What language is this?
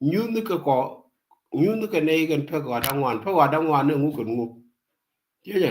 Nuer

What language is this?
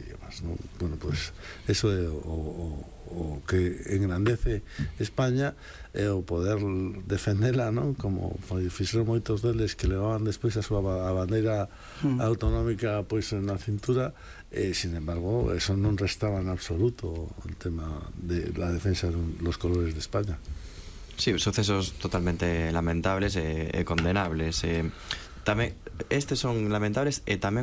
Galician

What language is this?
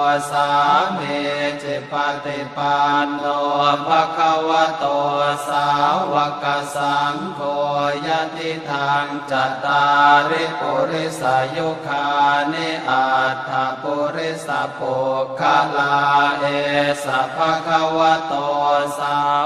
Pali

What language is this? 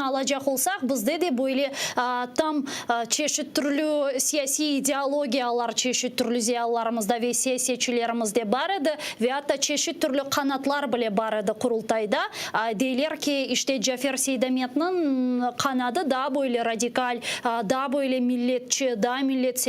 Crimean Tatar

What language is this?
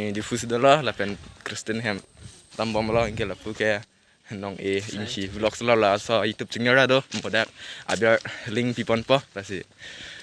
Karbi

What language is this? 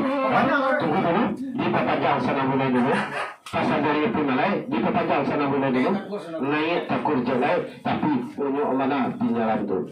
Minangkabau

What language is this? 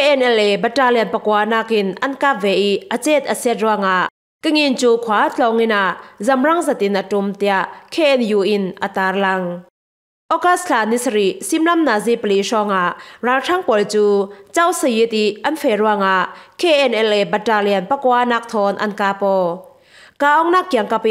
Falam Chin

